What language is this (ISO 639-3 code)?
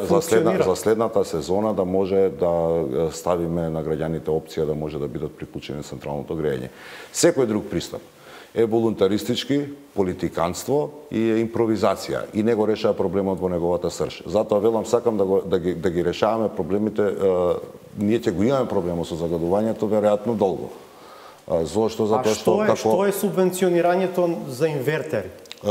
mkd